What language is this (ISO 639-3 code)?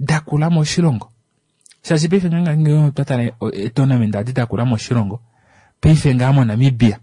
kua